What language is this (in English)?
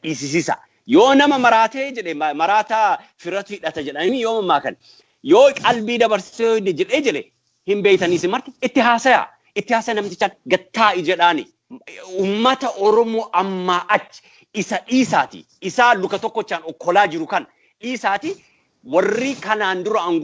Oromo